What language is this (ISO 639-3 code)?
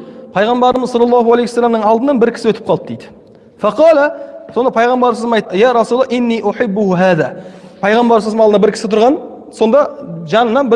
kaz